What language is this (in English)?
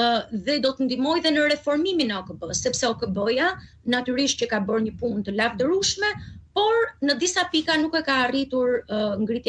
Albanian